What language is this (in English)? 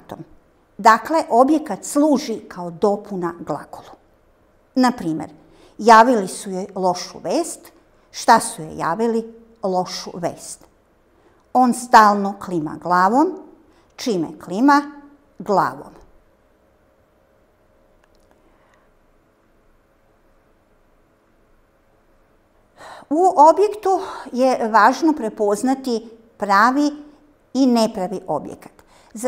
Serbian